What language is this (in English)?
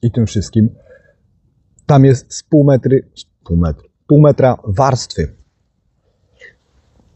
Polish